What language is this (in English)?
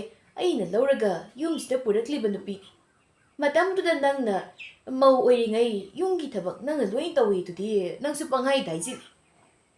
Manipuri